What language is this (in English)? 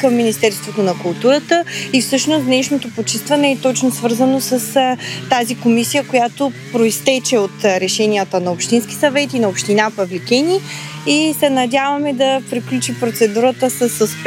Bulgarian